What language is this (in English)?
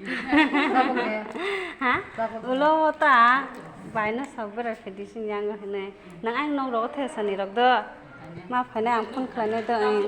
Kok Borok